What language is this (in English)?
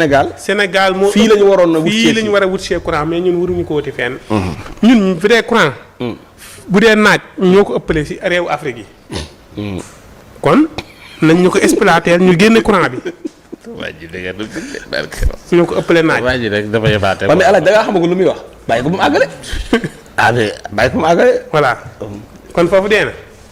Wolof